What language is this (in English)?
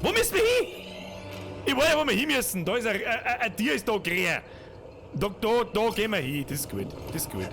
Bavarian